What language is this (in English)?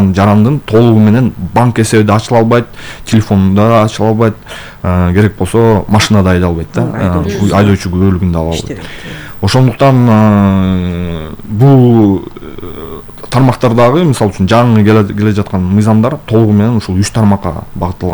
Kyrgyz